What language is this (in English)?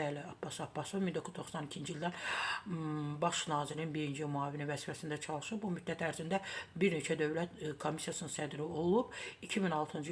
Azerbaijani